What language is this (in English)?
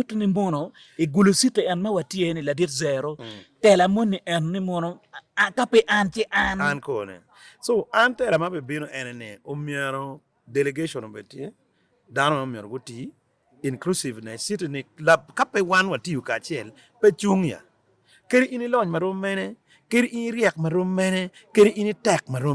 Acoli